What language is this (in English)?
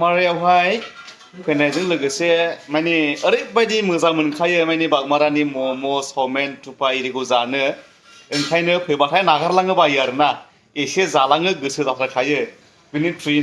Bodo